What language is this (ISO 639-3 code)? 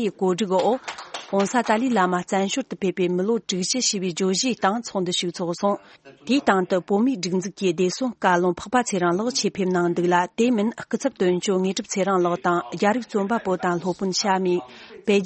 bod